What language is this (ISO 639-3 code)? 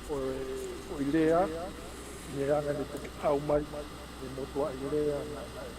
ton